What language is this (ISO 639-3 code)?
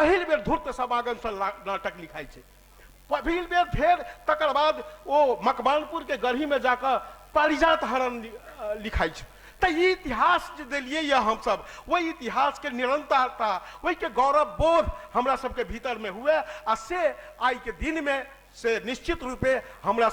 mai